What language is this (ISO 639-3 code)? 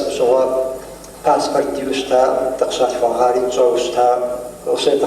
kbd